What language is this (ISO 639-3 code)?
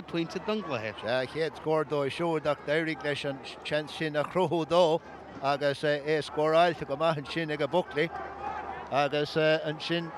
gle